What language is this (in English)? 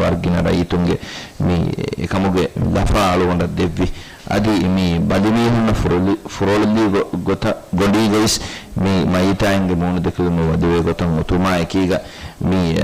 Divehi